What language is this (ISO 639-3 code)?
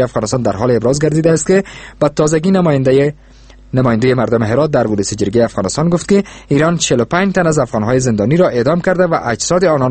fas